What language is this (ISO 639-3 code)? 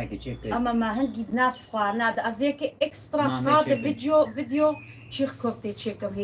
kur